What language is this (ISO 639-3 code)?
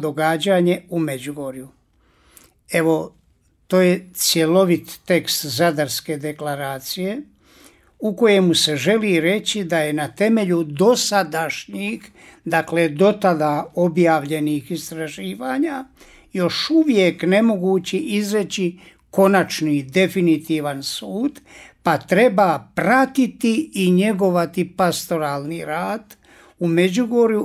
hrv